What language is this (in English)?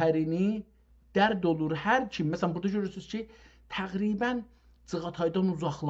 South Azerbaijani